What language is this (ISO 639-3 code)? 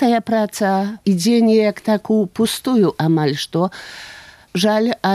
pol